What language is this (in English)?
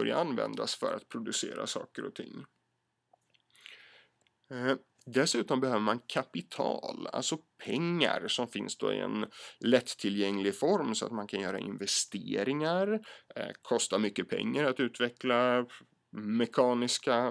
Swedish